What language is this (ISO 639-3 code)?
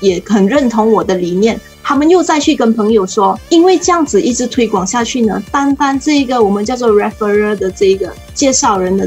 zho